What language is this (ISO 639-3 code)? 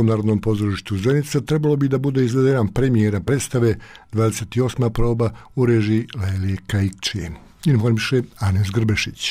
bos